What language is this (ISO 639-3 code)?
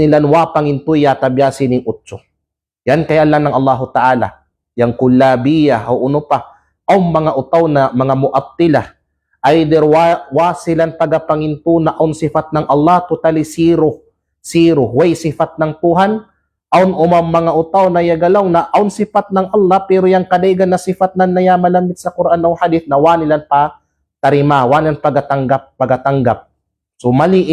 kqe